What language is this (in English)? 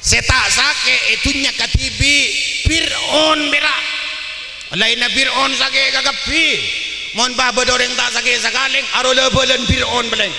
Madurese